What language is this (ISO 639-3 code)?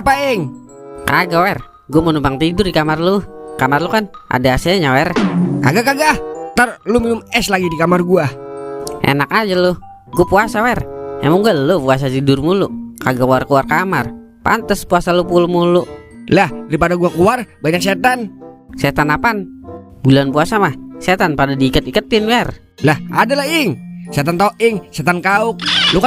bew